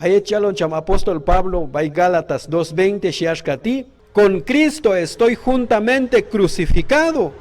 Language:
Q'anjob'al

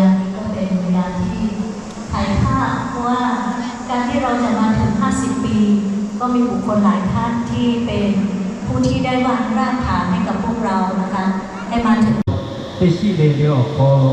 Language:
Lahu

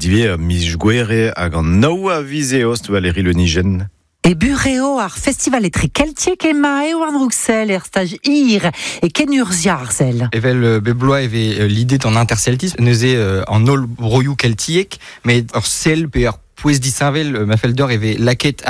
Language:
Breton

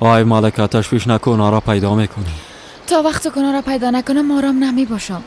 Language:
Persian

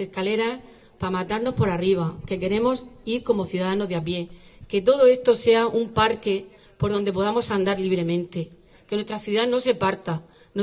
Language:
Spanish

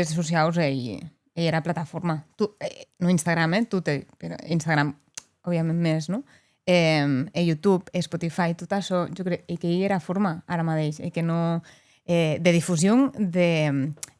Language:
Occitan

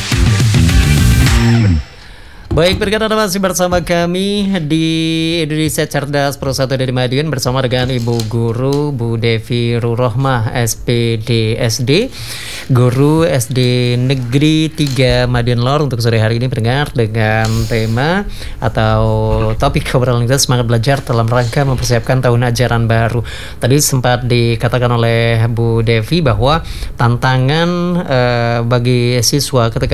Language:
Indonesian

